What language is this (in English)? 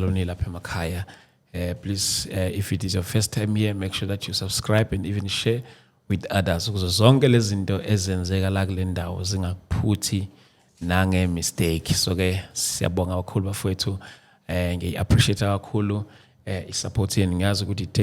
Zulu